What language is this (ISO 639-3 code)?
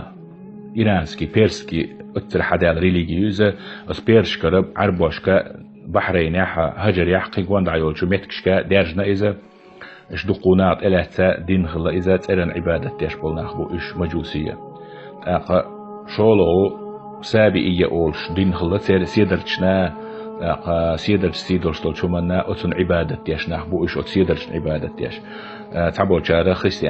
che